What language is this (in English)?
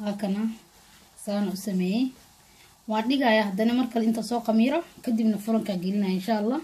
Somali